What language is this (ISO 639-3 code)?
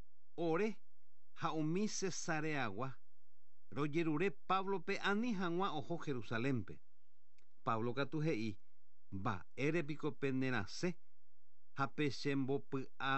grn